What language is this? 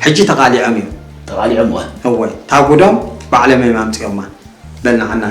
Tigrinya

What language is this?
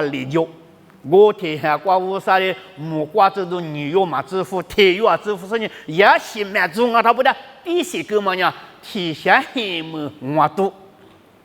Lisu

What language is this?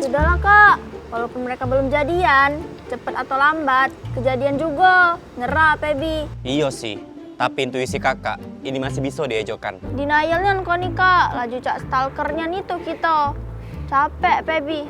Musi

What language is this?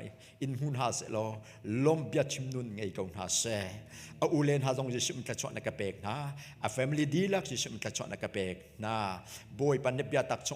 Hakha Chin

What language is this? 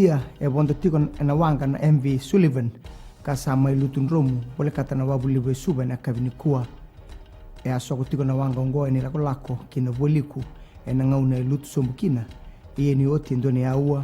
Fijian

